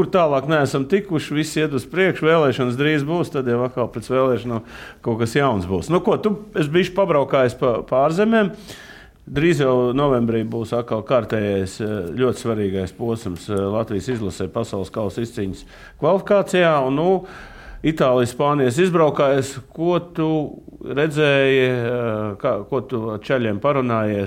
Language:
Latvian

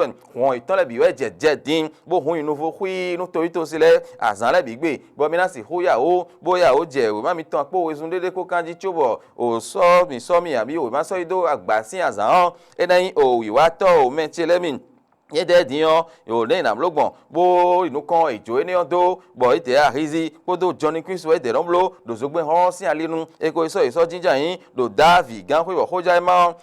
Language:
Fon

